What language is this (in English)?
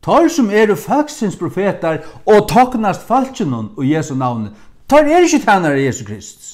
Faroese